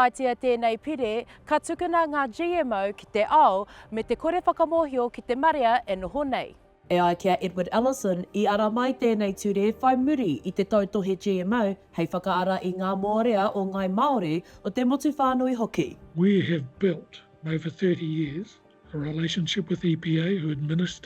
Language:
Māori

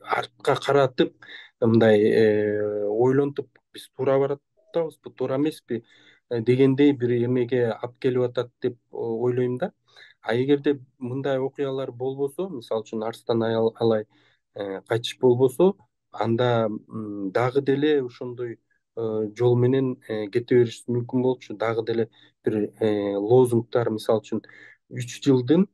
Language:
Kyrgyz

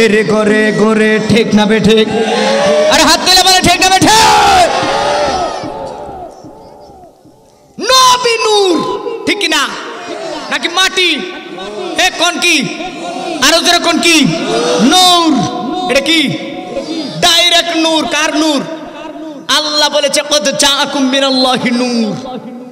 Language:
Bangla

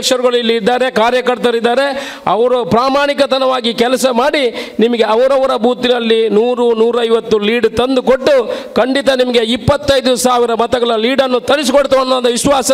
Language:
Kannada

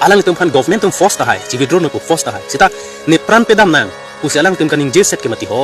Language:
Karbi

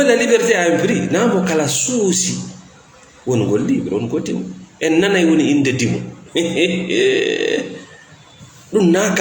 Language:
Fula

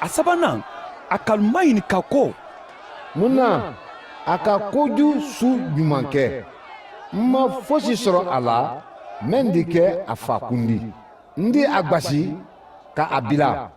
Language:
Mandingo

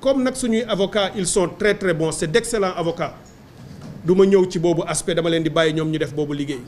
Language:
Wolof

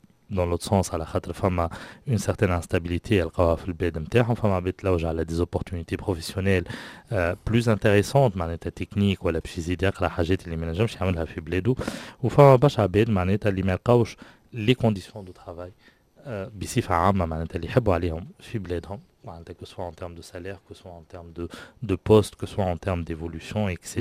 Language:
Tunisian Arabic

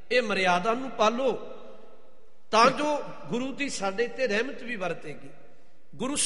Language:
Punjabi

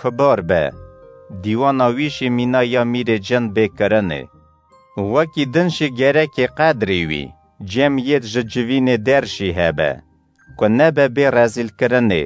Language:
Kurdish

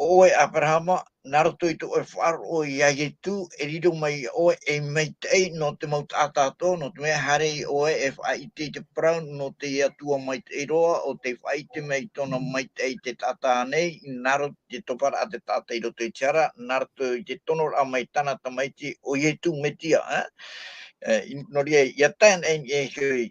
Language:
Tahitian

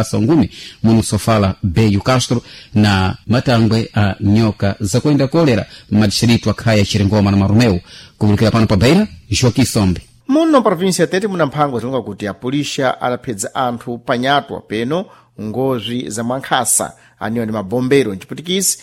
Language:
Sena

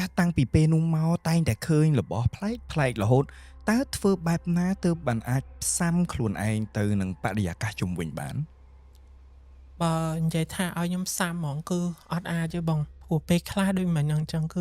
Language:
Khmer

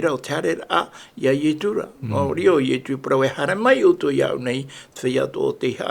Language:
Tahitian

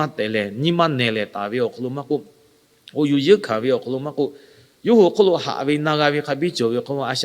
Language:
Lahu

